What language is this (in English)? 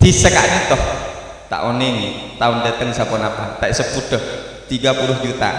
Madurese